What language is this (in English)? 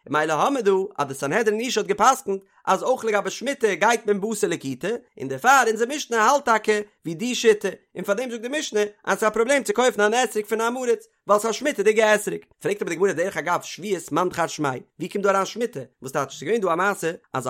Yiddish